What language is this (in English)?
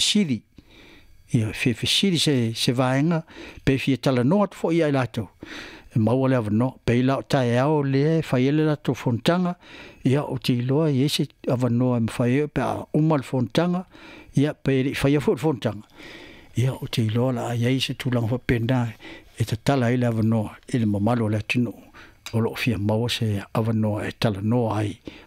Samoan